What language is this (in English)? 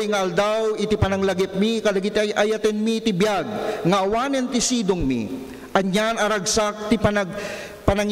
Iloko